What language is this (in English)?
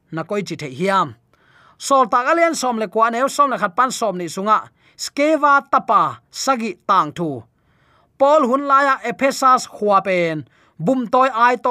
Tedim Chin